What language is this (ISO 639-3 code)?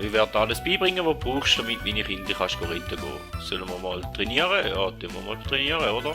gsw